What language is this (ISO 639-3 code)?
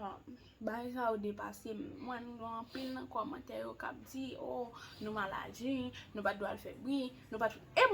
hat